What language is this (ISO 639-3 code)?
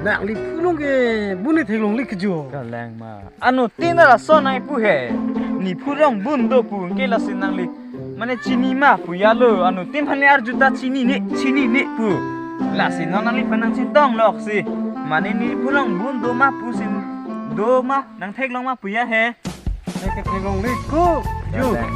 mjw